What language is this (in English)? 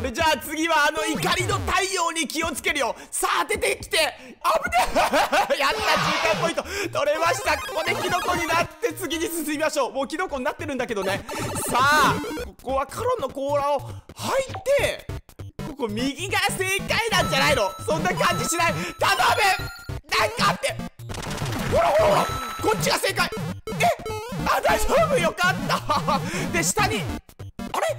Japanese